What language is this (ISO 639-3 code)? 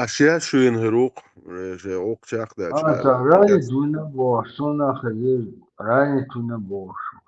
che